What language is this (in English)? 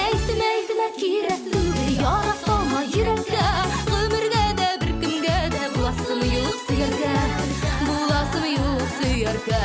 Tatar